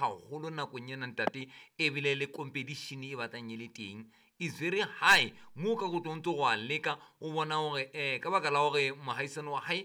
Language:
Southern Sotho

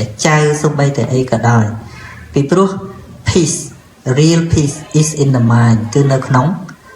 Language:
Khmer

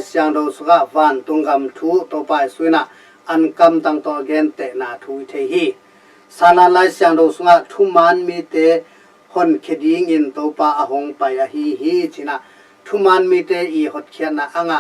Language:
Tedim Chin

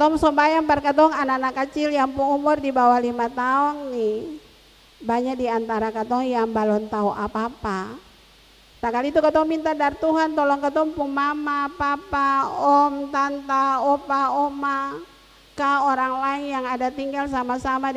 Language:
Ambonese Malay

